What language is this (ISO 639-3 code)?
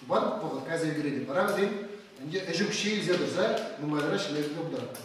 chv